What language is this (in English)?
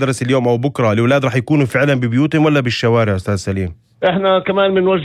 North Levantine Arabic